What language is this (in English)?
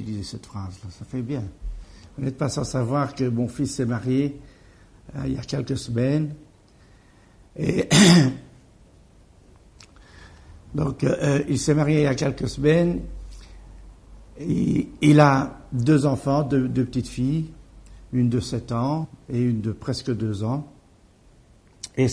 French